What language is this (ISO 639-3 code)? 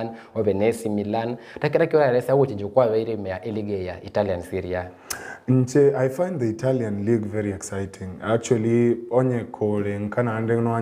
guz